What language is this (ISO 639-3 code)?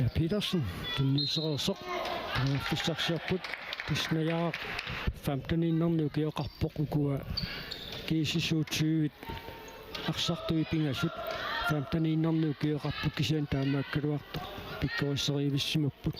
kal